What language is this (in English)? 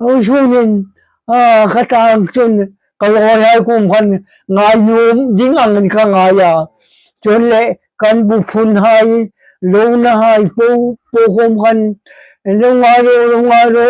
Hmar